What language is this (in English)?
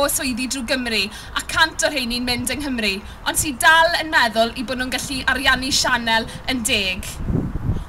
Welsh